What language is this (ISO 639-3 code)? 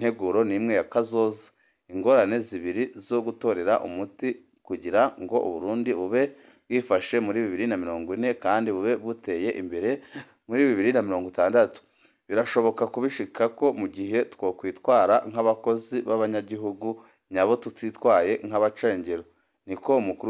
run